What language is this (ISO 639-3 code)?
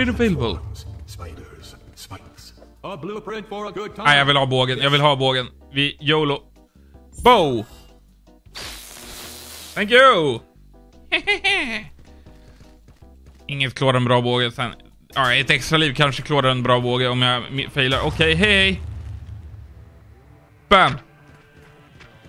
swe